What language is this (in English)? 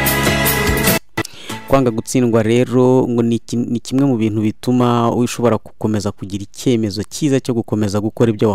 Kinyarwanda